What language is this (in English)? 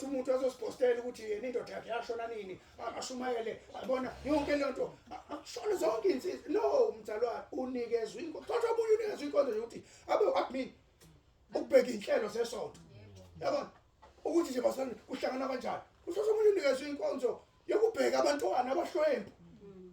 Zulu